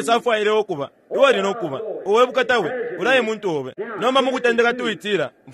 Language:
Bemba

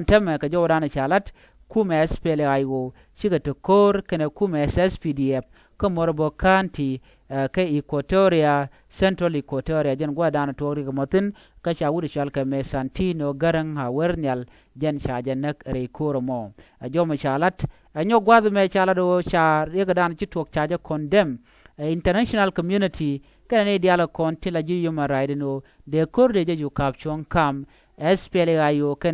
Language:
Nuer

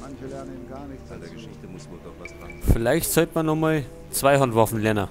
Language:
Bavarian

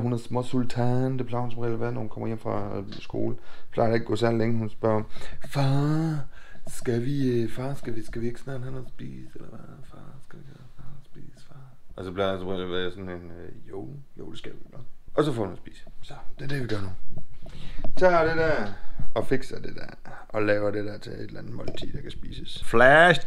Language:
Danish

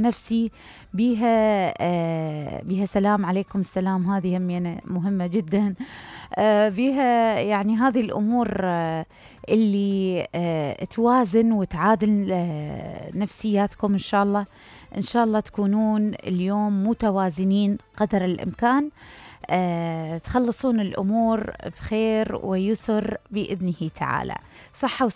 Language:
Mesopotamian Arabic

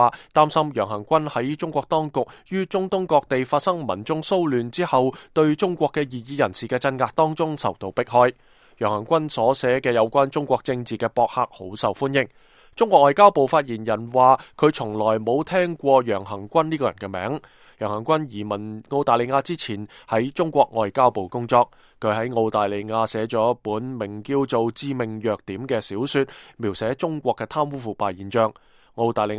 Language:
Cantonese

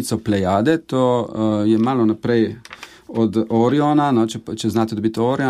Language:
Slovenian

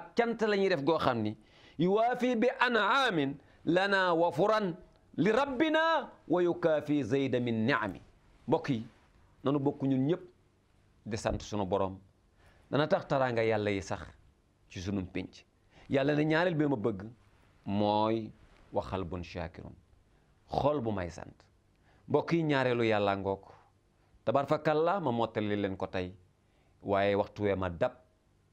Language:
Wolof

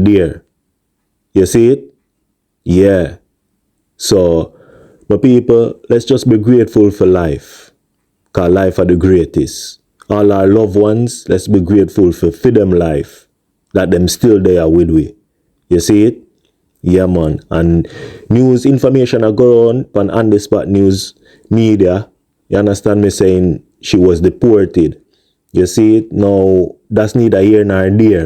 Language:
Jamaican Creole English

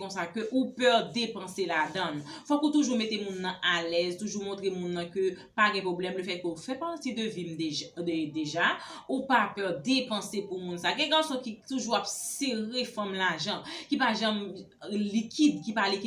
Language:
Haitian Creole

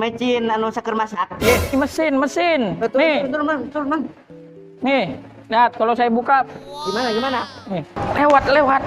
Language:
Sundanese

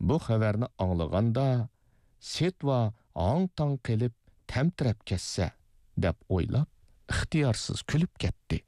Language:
Uyghur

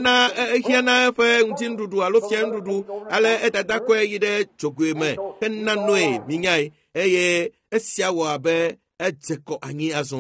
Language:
Ewe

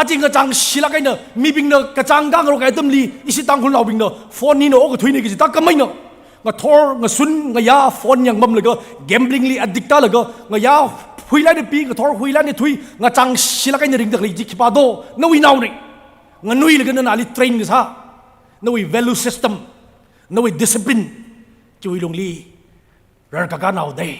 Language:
Tangkhul Naga (India)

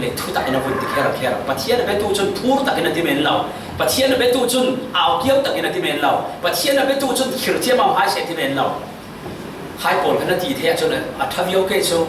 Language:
Falam Chin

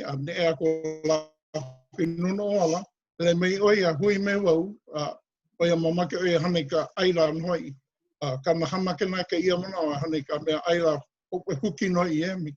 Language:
Hawaiian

